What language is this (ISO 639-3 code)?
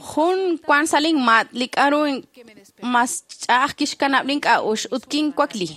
kek